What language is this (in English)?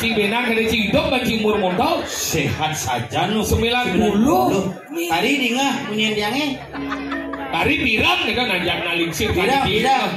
Balinese